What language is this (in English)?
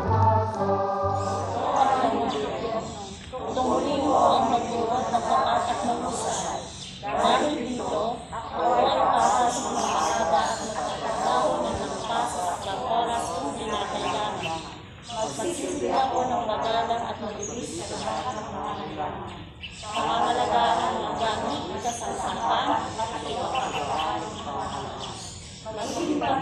Filipino